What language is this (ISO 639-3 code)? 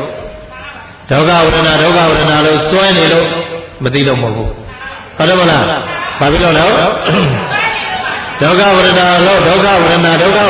mya